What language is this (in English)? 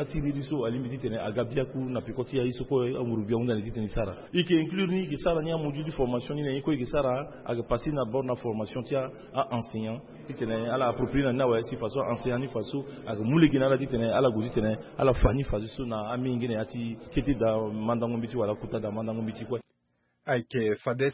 Sango